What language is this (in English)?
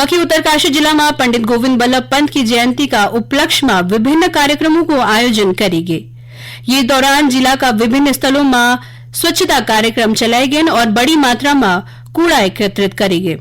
Garhwali